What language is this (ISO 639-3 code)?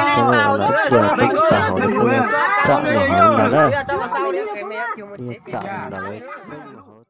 hmn